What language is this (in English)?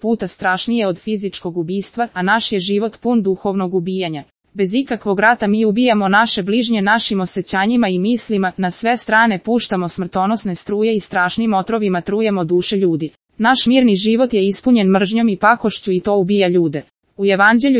Serbian